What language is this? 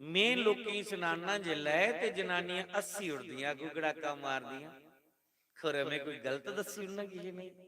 Dogri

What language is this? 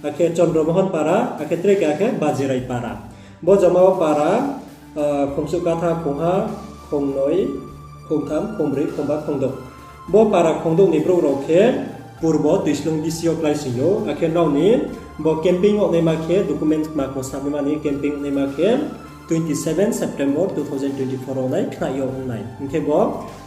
Riang (India)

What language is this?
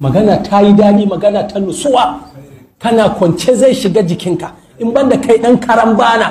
Hausa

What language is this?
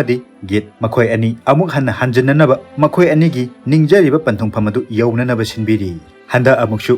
Manipuri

